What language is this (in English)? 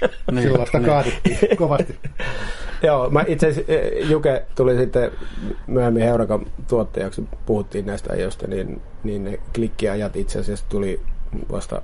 Finnish